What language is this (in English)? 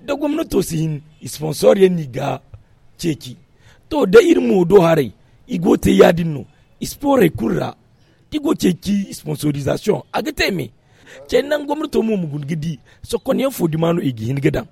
Zarma